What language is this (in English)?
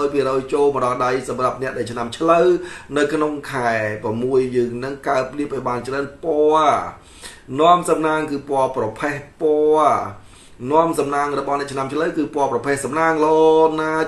Khmer